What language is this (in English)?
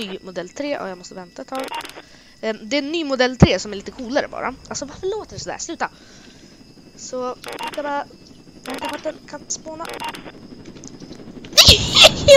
Swedish